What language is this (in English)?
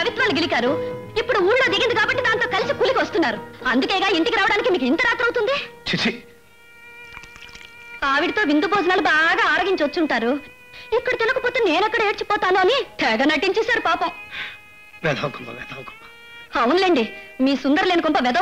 Telugu